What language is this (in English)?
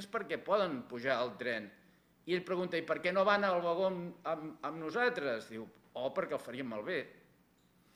Catalan